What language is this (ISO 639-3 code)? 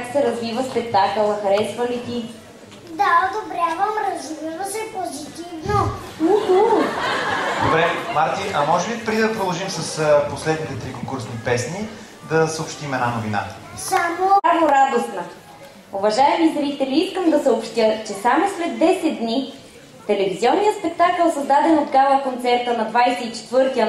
bul